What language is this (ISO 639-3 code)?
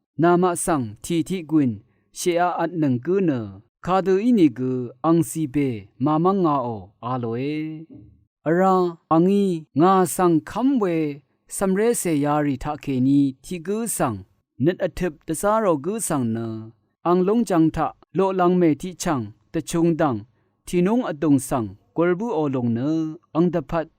raw